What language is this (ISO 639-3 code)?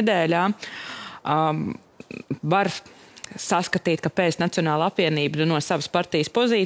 lav